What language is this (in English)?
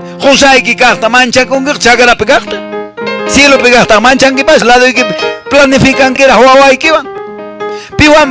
Quechua